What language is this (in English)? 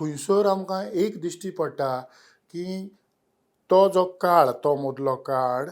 Konkani